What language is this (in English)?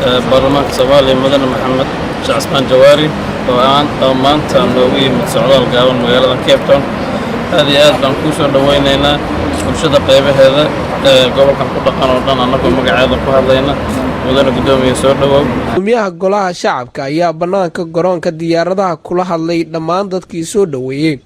Somali